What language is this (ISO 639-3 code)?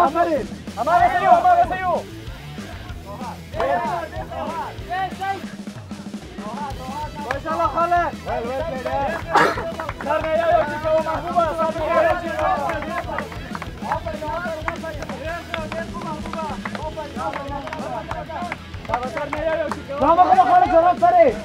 fas